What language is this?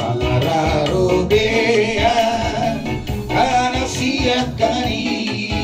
Batak Toba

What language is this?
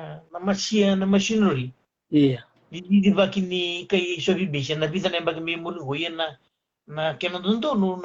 Fijian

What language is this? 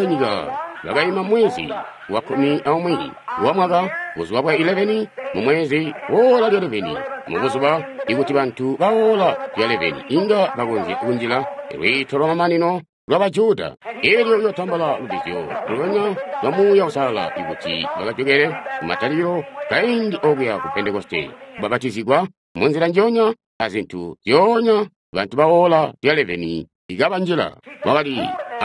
Tonga (Zambia)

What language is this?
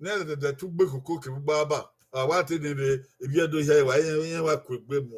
Bini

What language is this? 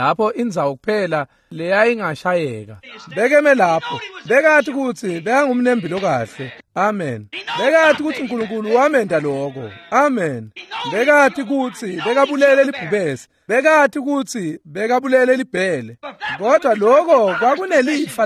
Swati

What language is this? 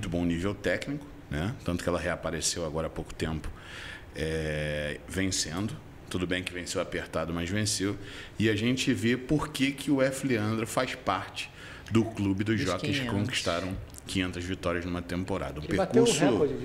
Portuguese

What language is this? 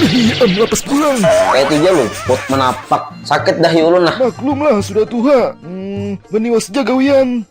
Banjar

